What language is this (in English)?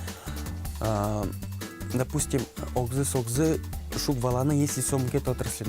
Udmurt